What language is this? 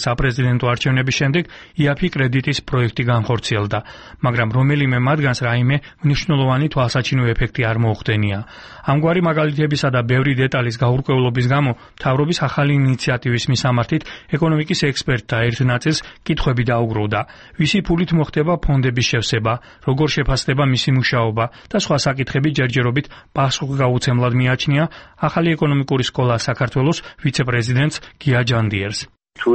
Georgian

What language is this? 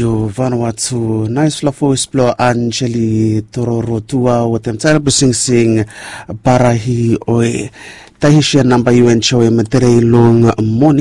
Bislama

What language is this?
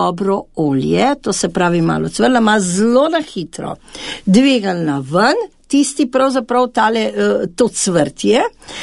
Slovenian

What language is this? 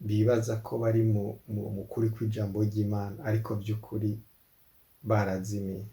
Rundi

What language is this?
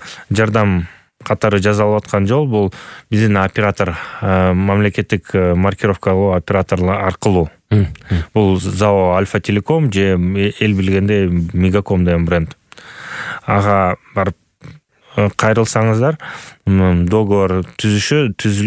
Kyrgyz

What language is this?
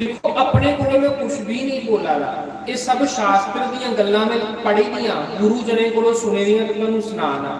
Dogri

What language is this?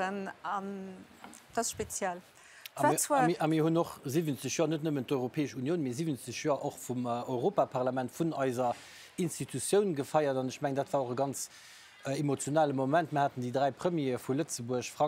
Luxembourgish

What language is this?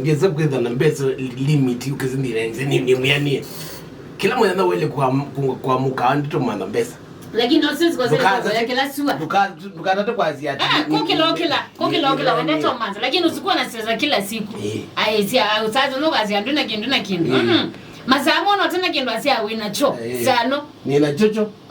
Kamba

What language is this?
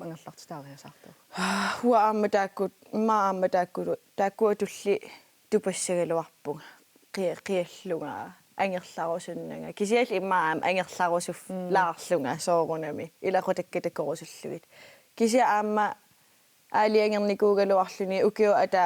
Kalaallisut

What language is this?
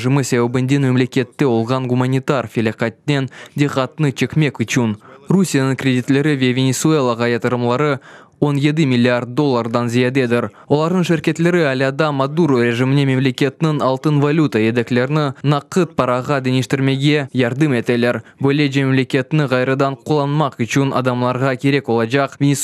Crimean Tatar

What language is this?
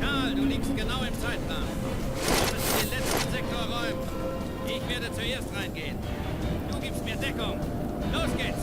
Bavarian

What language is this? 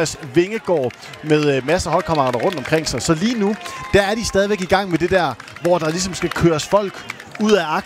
Danish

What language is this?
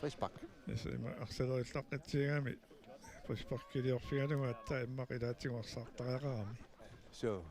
Kalaallisut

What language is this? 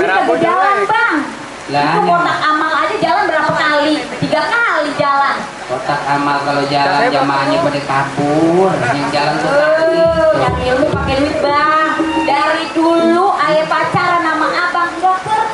Betawi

